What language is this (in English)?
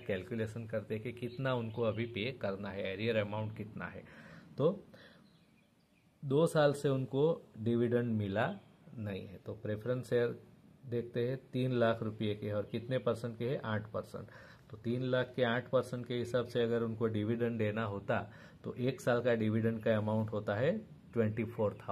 Hindi